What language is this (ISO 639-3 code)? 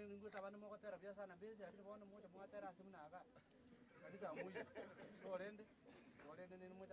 guz